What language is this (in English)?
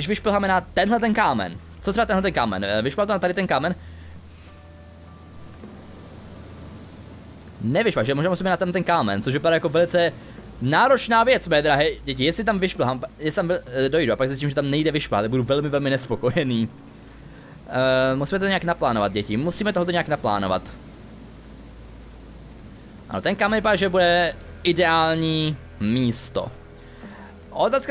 Czech